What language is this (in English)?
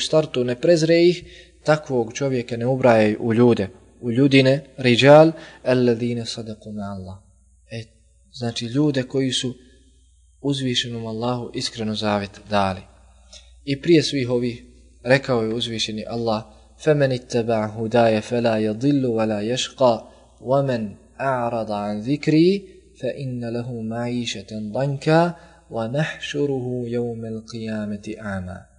Bosnian